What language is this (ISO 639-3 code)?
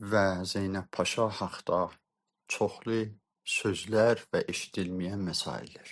azb